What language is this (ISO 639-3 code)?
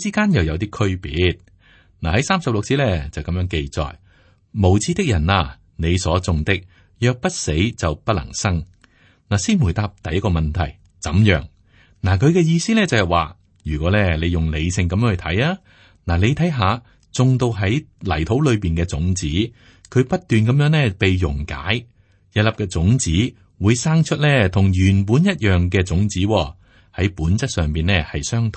yue